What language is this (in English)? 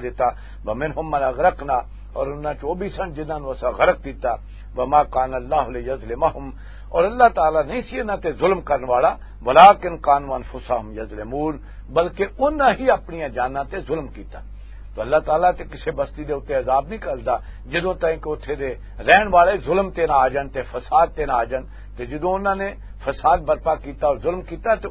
Western Panjabi